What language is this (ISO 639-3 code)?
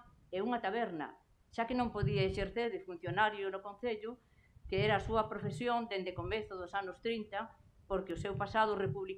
glg